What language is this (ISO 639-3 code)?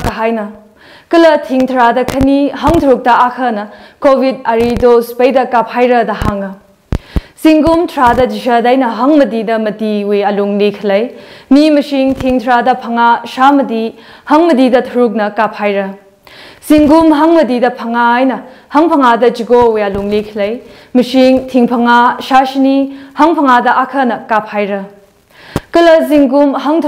nmf